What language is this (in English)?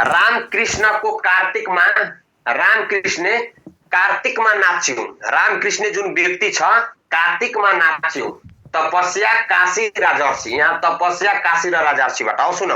Nepali